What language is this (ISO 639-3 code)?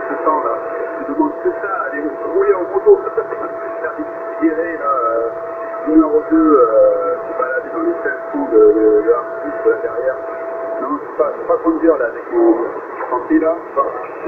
fra